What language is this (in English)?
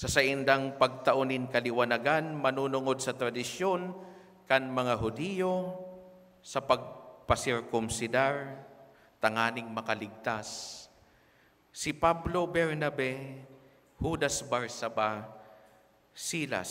Bikol